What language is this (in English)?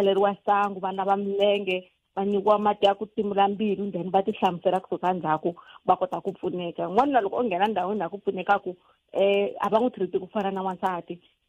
Tsonga